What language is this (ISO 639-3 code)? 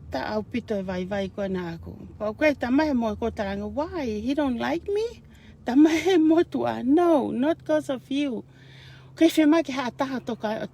ton